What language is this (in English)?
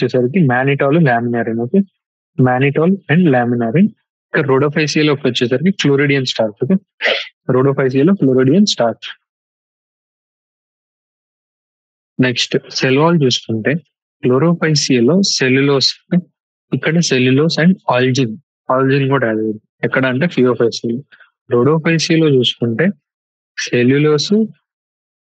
Telugu